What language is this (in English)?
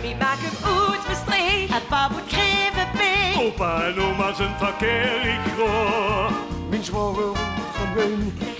Limburgish